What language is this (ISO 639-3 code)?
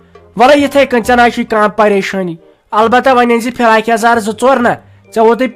kas